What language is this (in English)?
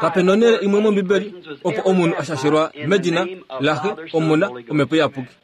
Kuanyama